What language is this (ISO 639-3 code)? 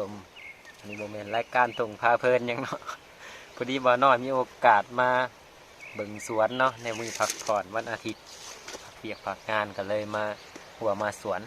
lao